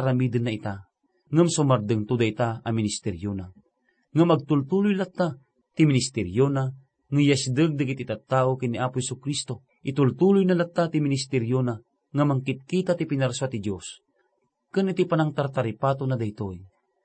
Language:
Iloko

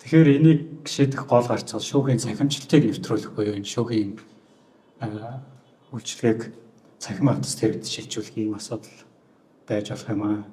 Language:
Mongolian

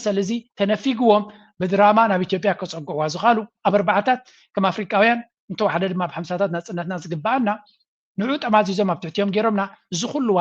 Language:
Tigrinya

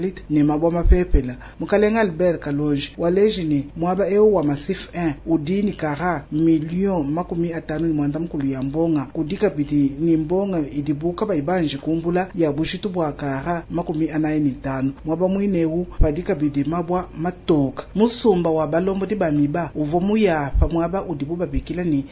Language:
Luba-Lulua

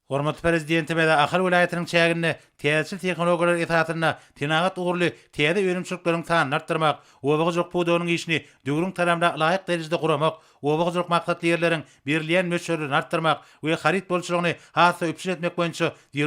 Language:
Turkmen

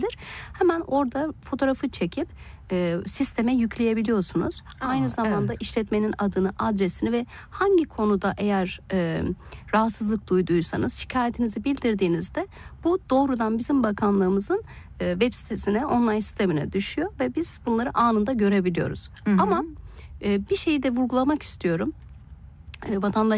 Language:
Turkish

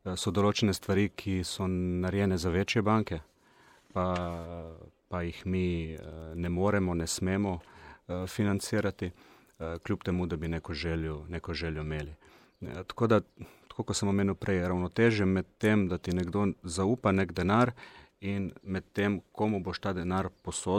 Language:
Slovenian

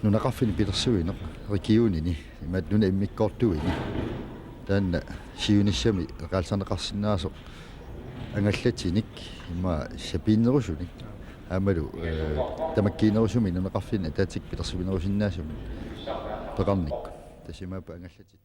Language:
Kalaallisut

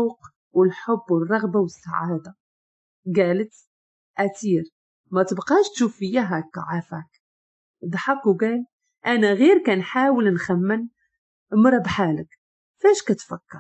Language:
Moroccan Arabic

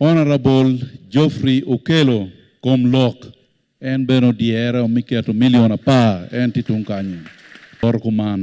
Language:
Acoli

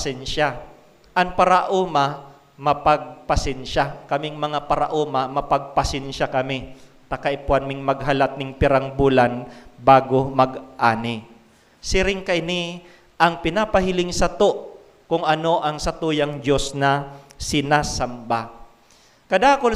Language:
Bikol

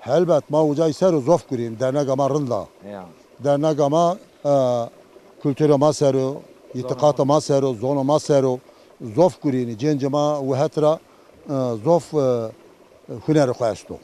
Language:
Zaza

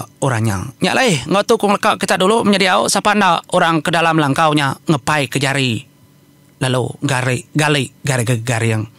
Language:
Iban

